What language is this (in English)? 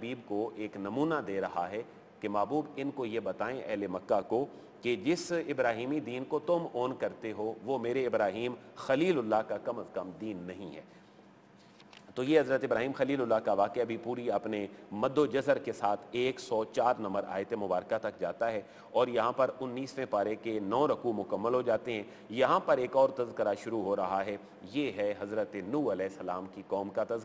Urdu